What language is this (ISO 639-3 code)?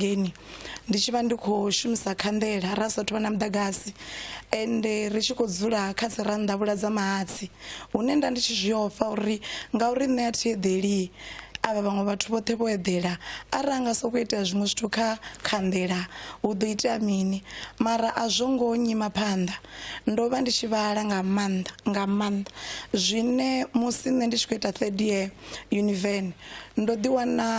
ven